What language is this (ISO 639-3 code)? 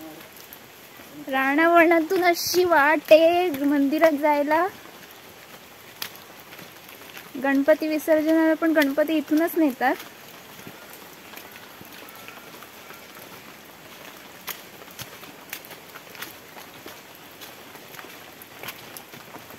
mar